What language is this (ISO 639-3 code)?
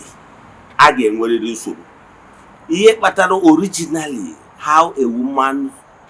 ibo